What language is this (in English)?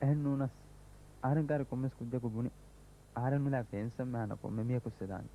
Divehi